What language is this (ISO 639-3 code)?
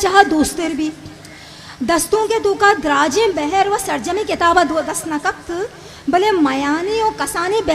bgp